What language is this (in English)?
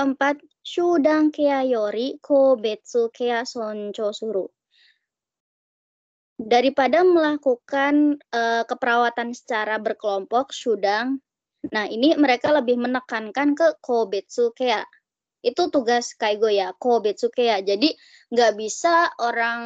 Indonesian